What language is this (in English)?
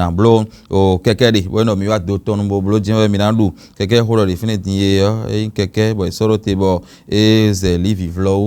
Fon